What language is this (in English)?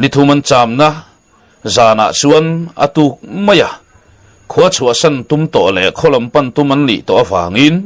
Mizo